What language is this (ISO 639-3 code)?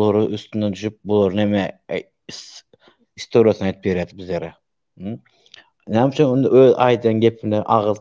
tuk